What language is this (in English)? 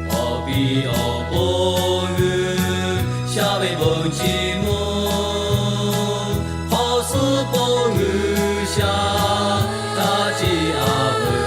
Lahu